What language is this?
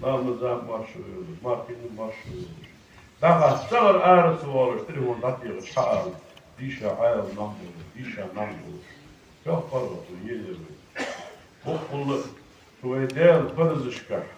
Ingush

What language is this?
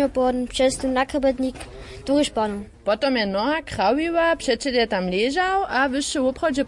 Upper Sorbian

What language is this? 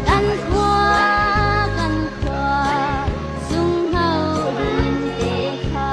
Hakha Chin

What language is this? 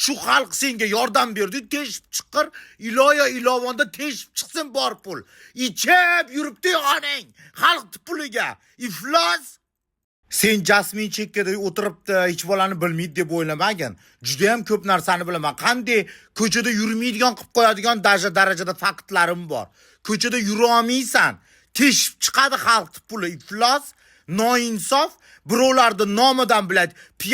Uzbek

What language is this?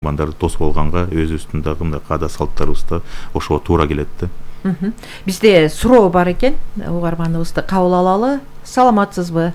Kyrgyz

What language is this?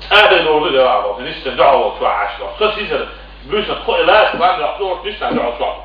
Chechen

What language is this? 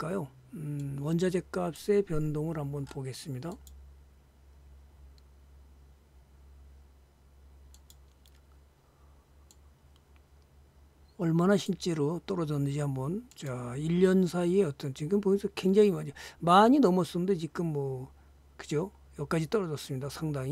Korean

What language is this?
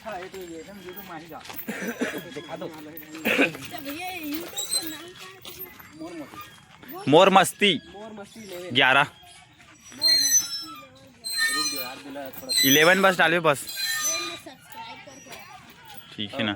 Chhattisgarhi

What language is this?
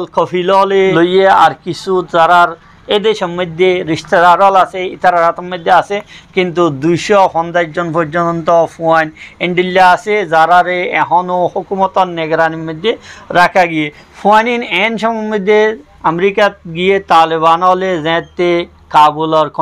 Rohingya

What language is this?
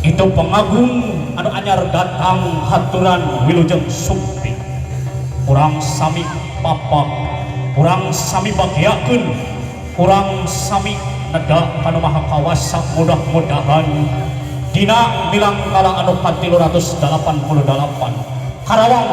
Sundanese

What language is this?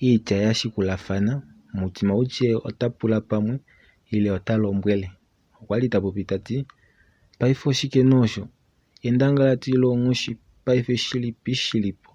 Kuanyama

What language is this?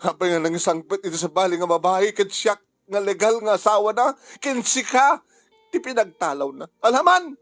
Iloko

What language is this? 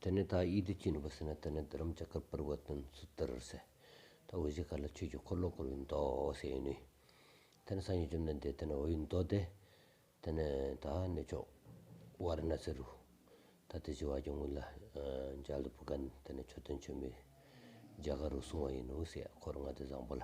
Stod Bhoti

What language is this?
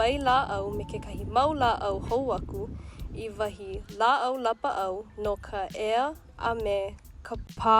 Hawaiian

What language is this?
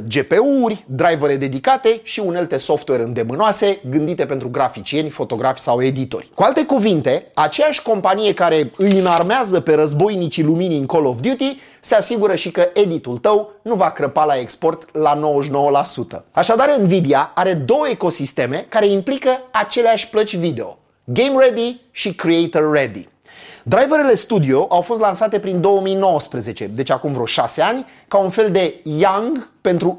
Romanian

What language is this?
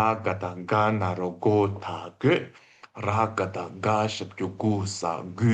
Tibetan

